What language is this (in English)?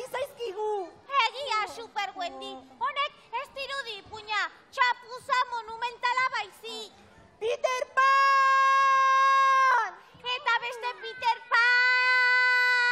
Basque